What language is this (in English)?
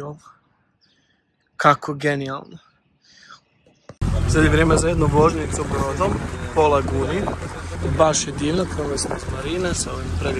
Croatian